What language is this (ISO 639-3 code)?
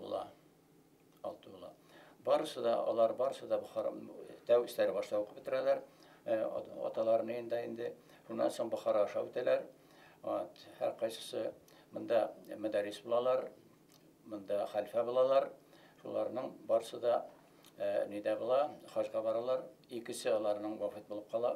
bak